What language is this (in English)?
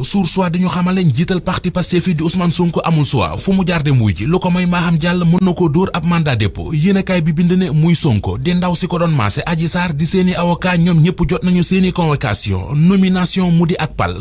Wolof